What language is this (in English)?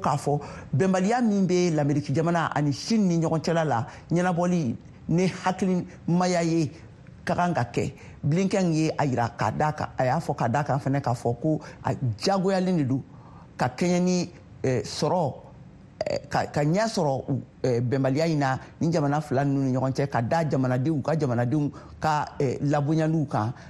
Bambara